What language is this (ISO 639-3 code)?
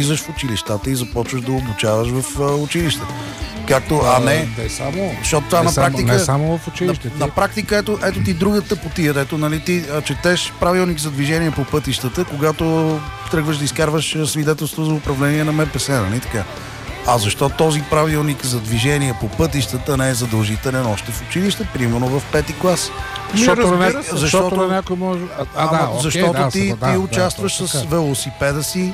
bul